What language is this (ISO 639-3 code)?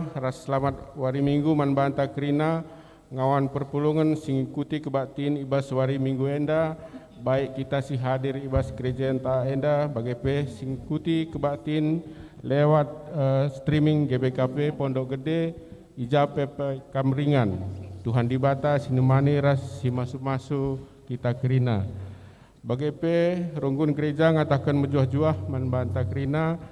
btx